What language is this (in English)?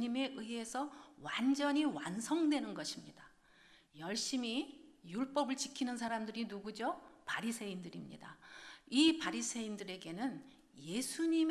Korean